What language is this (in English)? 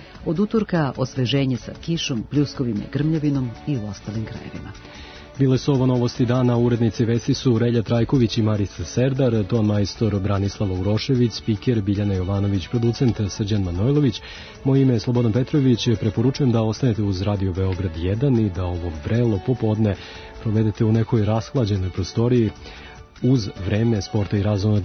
Serbian